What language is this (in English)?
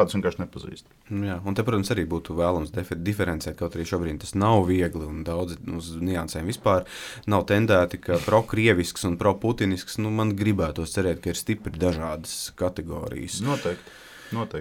Latvian